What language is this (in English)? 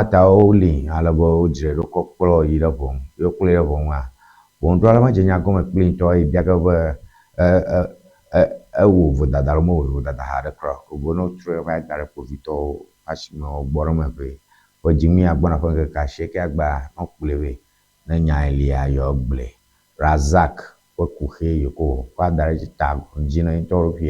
Ewe